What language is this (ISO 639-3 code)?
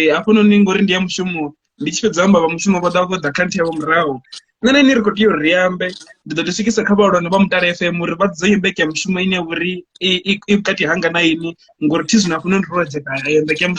ven